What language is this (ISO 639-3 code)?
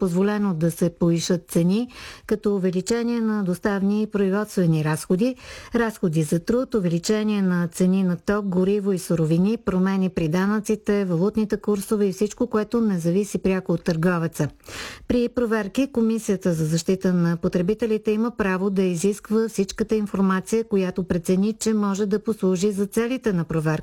bul